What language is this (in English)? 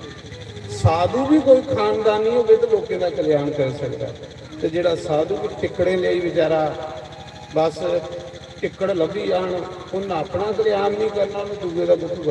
Dogri